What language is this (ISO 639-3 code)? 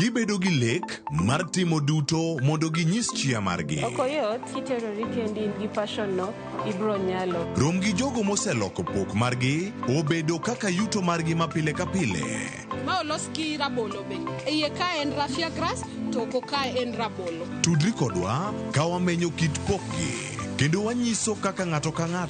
luo